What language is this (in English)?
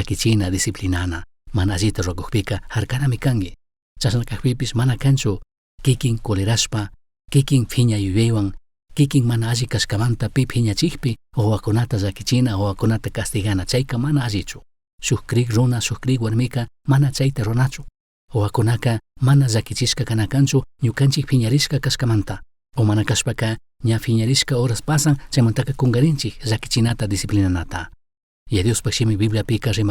Chimborazo Highland Quichua